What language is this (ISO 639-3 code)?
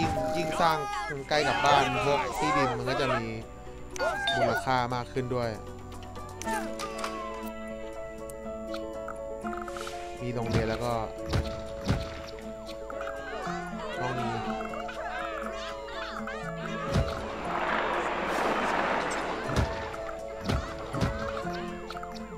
tha